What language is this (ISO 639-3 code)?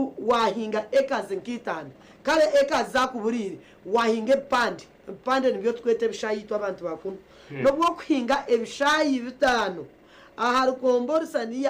nyn